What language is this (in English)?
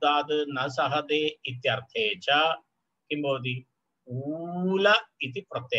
Sanskrit